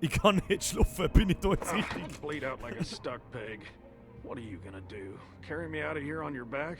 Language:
Bavarian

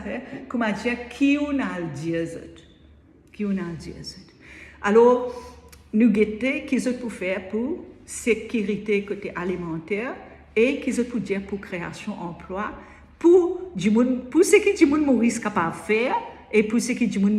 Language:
Morisyen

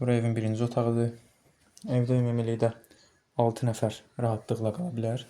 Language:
Azerbaijani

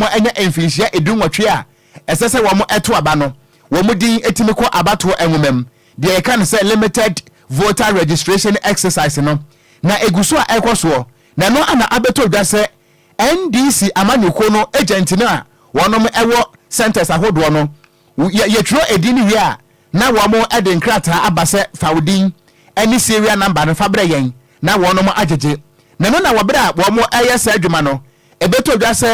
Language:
Akan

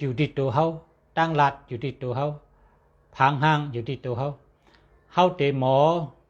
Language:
Shan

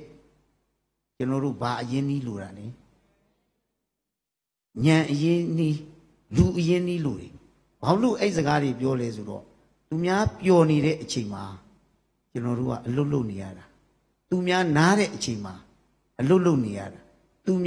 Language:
Burmese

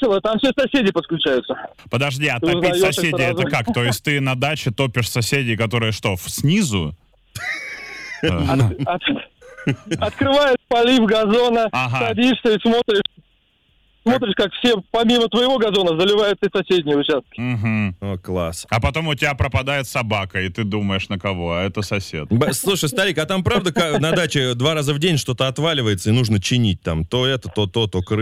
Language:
Russian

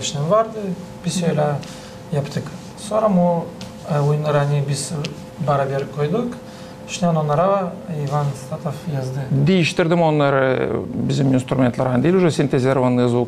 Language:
Gagauz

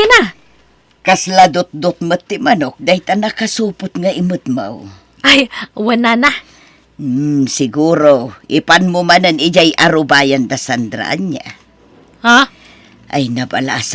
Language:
Iloko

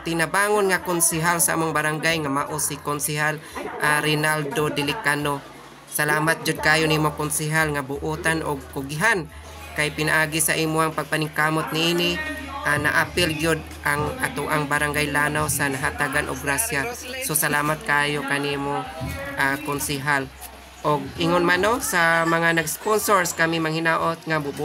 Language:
Cebuano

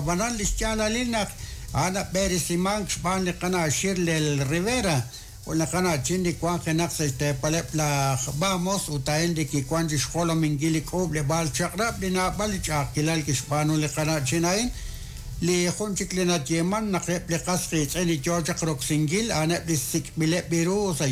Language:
Kekchí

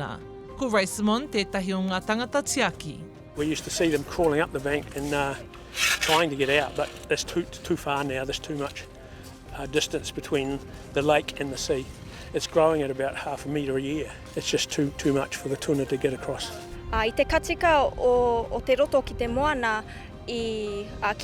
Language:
Māori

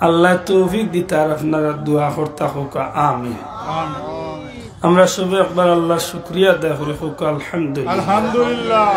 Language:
Sylheti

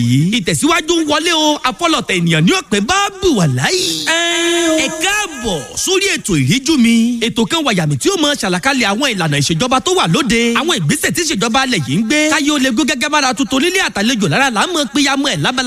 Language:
Yoruba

